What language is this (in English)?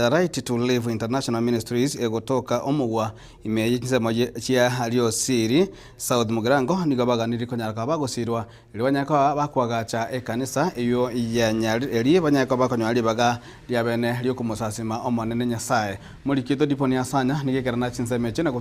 Gusii